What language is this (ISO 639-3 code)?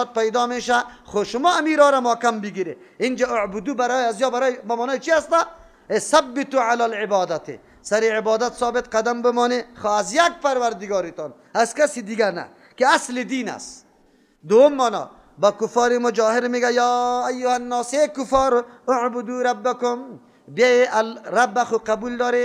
fas